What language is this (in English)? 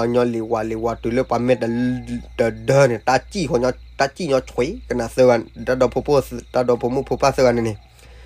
S'gaw Karen